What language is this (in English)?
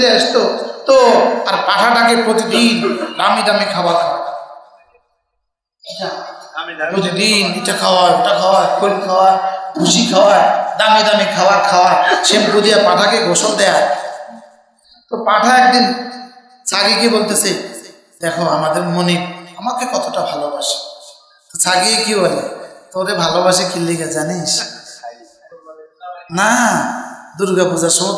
Bangla